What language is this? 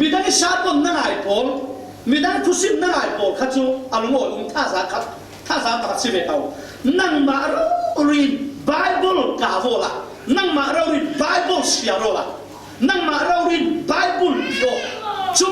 Falam Chin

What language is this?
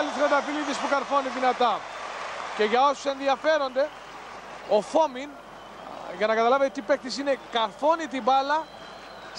Greek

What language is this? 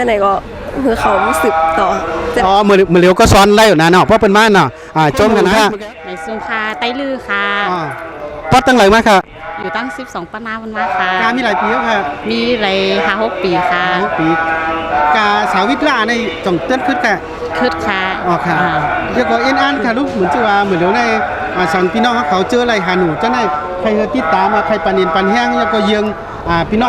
Shan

